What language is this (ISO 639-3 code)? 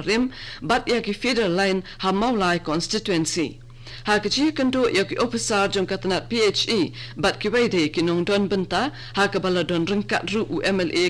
kha